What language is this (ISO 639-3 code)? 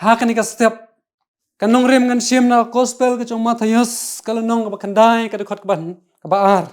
kha